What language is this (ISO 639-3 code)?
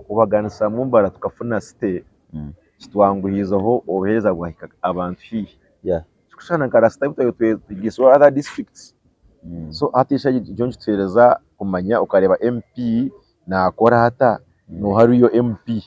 nyn